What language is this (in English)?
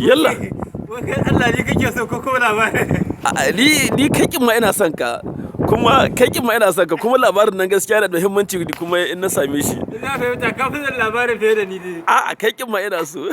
Hausa